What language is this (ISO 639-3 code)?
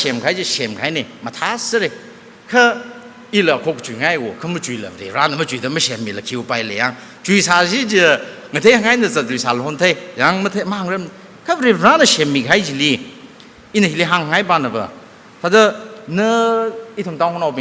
nmf